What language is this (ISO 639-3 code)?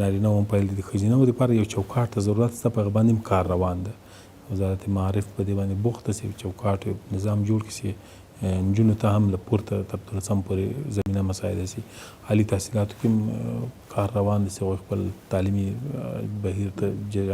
pus